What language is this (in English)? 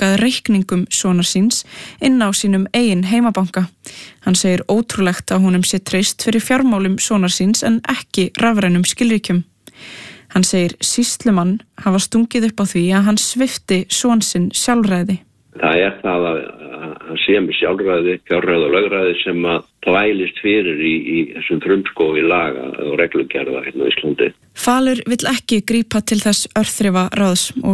Icelandic